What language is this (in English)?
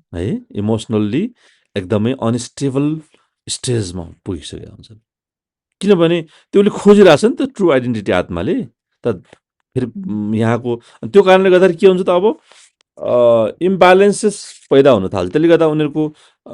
Nepali